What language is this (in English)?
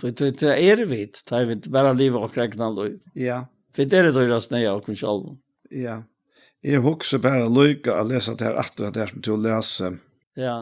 Faroese